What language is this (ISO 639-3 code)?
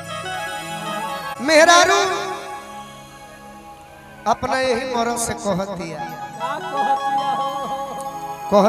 bho